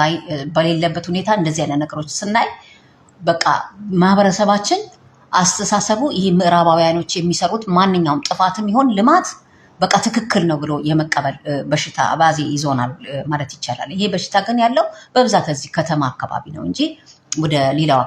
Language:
Amharic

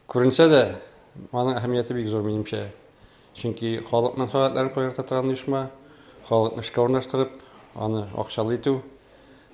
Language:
Tatar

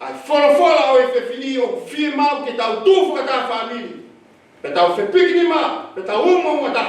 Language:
Tongan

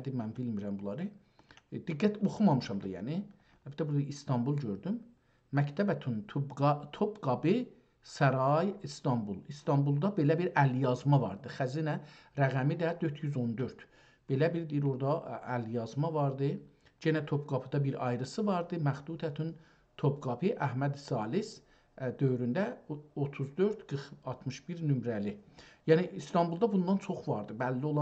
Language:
South Azerbaijani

